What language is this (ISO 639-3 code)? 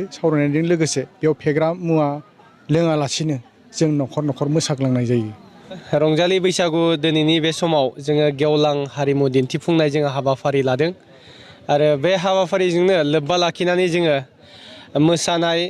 brx